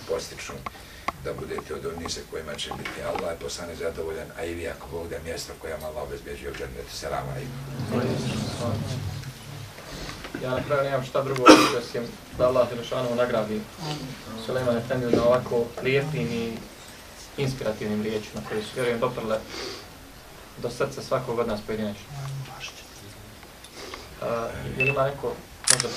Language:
Bosnian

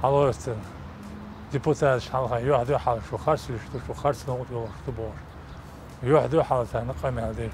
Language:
Chechen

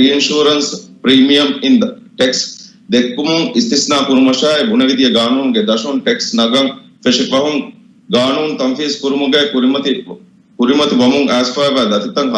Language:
Divehi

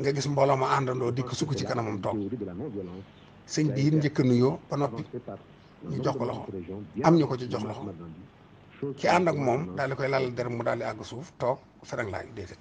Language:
Wolof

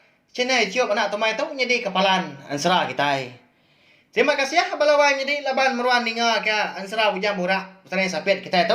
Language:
Iban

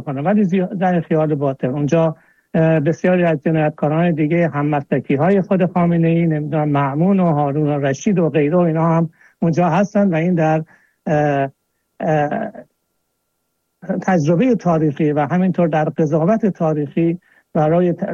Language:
Persian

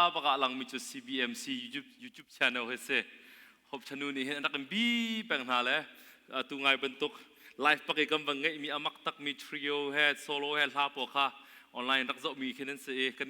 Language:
Hakha Chin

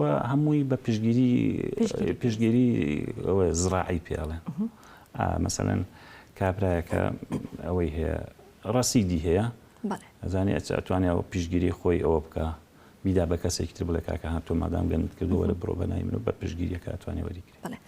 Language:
Central Kurdish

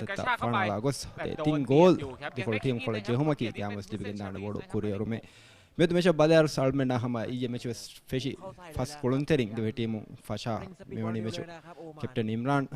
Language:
Divehi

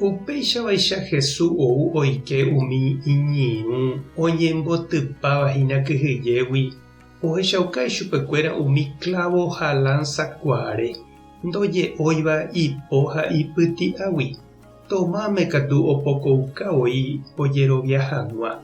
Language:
Guarani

